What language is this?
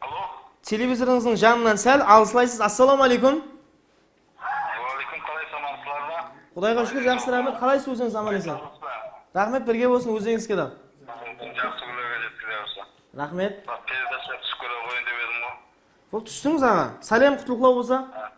Kara-Kalpak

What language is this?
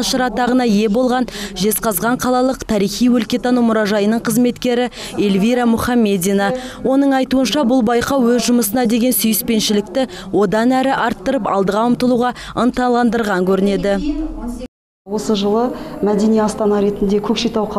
Kazakh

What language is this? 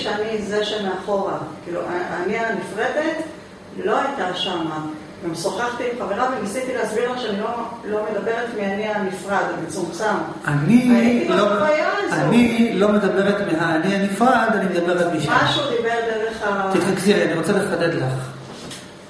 Hebrew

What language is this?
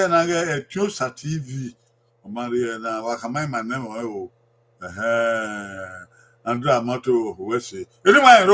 Bini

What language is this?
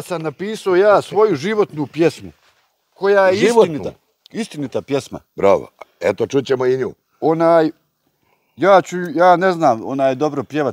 Bosnian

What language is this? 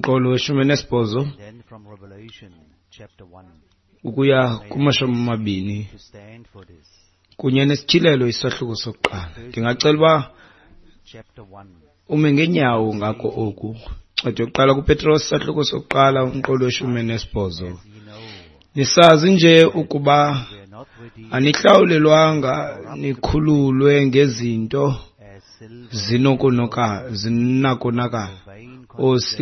Xhosa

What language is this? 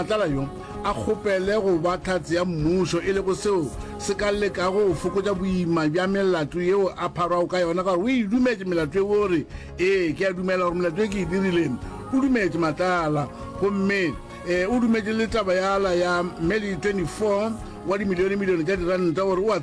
Northern Sotho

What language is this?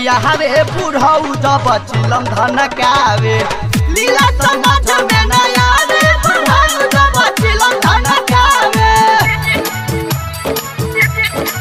Bhojpuri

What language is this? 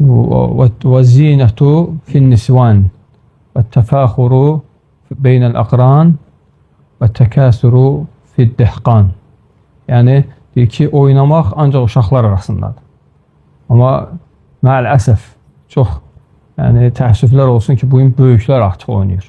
Azerbaijani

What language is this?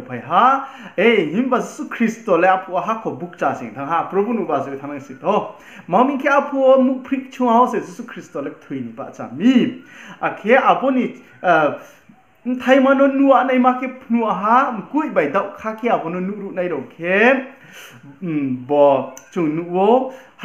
Riang (India)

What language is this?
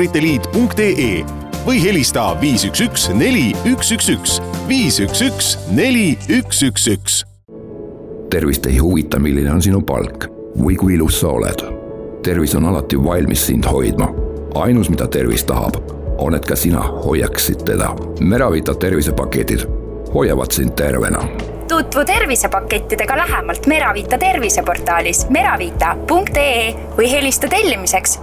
Estonian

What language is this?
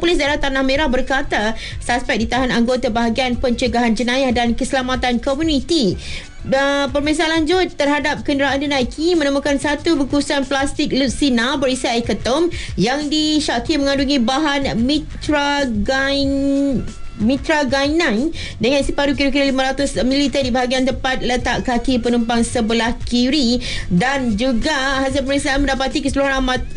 Malay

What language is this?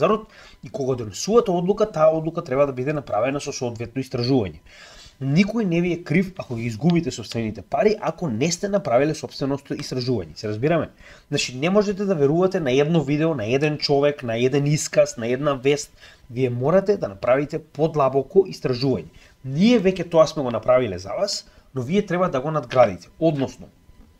Macedonian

